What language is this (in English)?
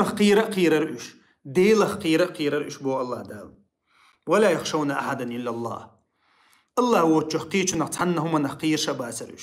Chechen